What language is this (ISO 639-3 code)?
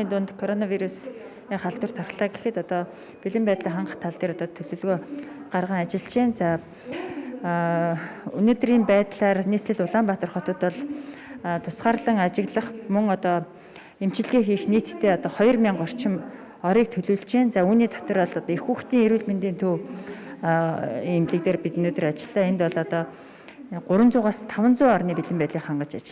mon